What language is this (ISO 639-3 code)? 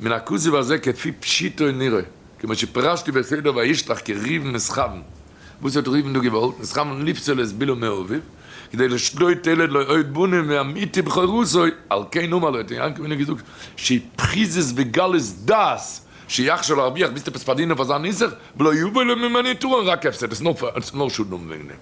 yid